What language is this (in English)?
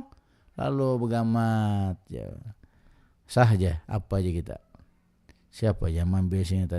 Banjar